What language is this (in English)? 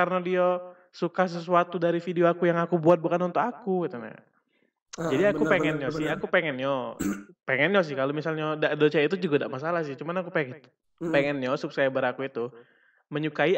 Musi